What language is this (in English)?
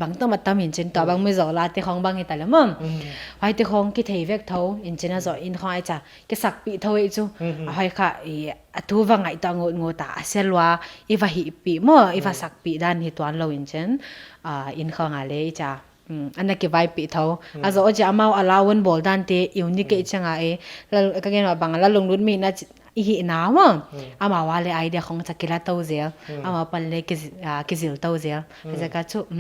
Paite Chin